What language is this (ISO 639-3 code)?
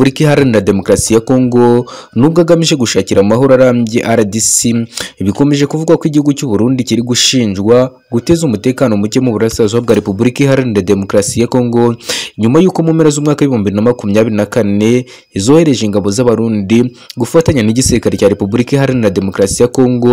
kin